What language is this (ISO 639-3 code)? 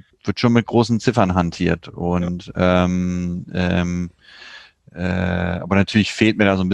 deu